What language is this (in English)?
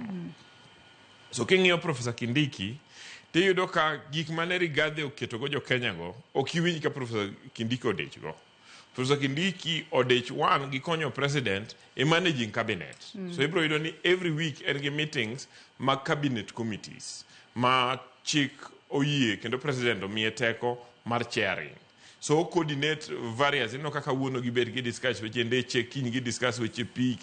Luo (Kenya and Tanzania)